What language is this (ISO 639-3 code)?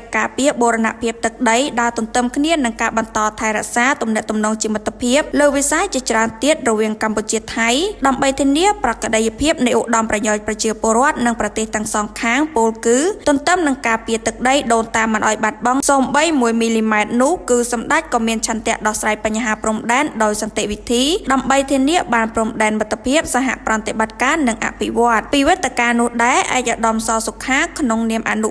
khm